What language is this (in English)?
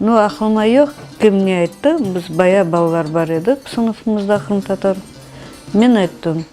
Crimean Tatar